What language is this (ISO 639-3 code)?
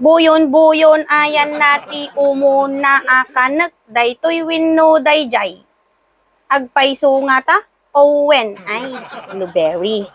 ilo